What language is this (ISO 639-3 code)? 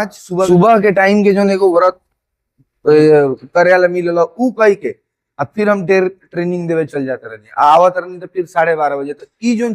bho